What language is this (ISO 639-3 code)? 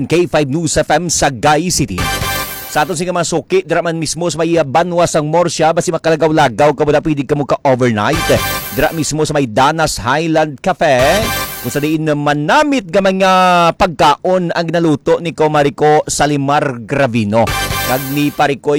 hil